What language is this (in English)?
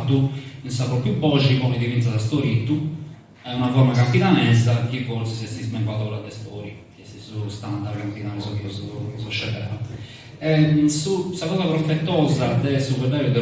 Sardinian